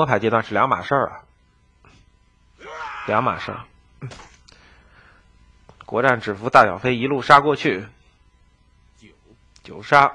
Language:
Chinese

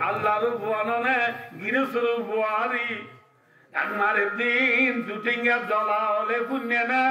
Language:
Rohingya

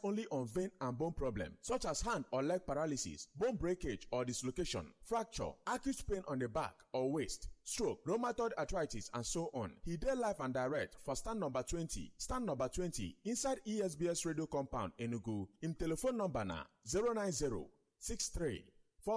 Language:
Nigerian Pidgin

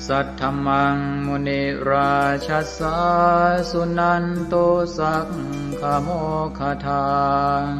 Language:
Pali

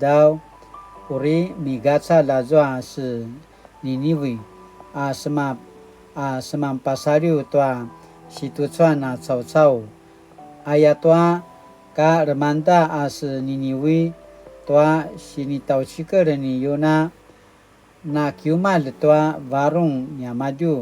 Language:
Paiwan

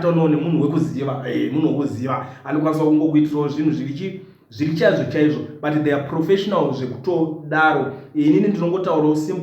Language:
Shona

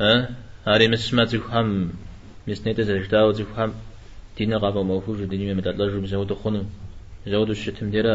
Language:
Kabardian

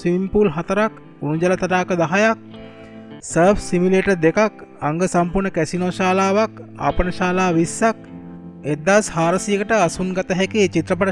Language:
Sinhala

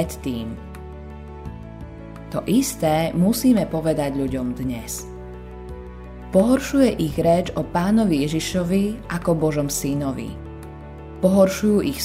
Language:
Slovak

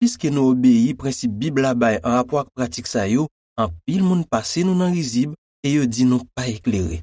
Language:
Haitian Creole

